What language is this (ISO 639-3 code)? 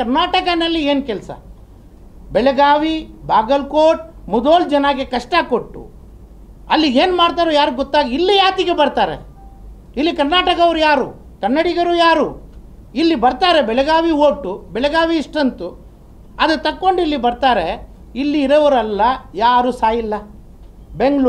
kan